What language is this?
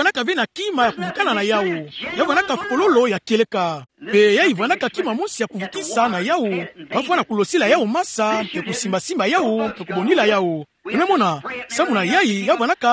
Kituba (Democratic Republic of Congo)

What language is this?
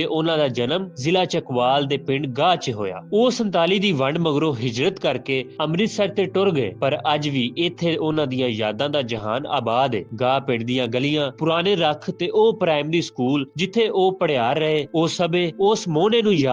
Western Panjabi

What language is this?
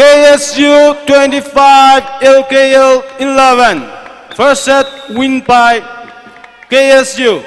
Tangkhul Naga (India)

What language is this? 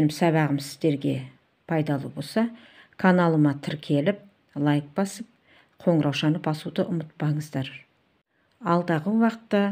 Kazakh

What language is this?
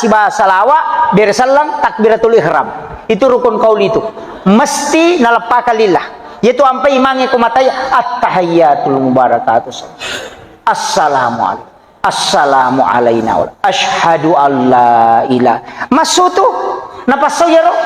Buginese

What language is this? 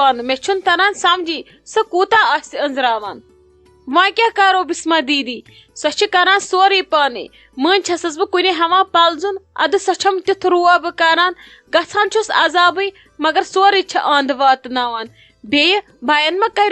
Kashmiri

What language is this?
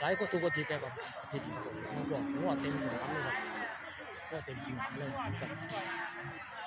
Northeastern Thai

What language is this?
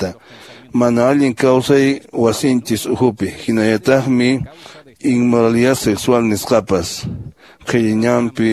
Quechua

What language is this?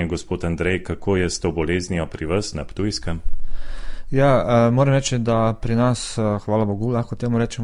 Slovenian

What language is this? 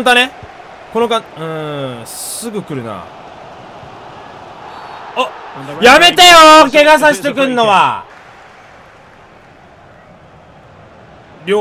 Japanese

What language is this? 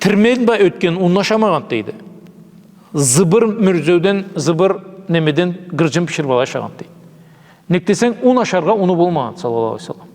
Karachay-Balkar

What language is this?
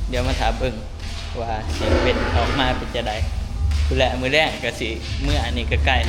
Northeastern Thai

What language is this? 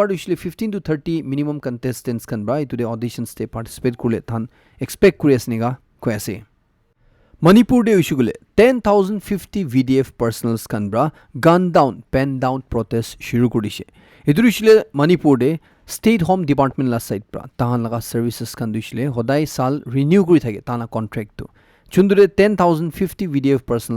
Naga Pidgin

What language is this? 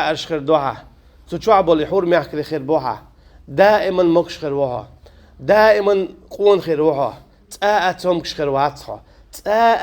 Chechen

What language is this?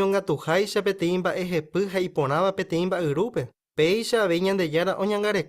Guarani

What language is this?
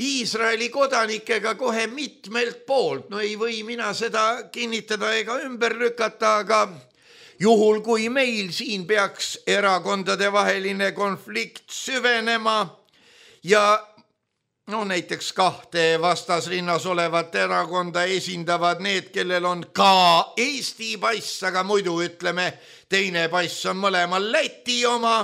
Estonian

